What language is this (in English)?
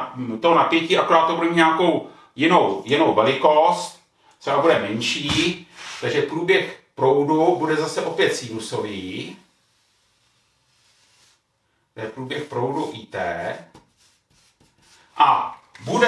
Czech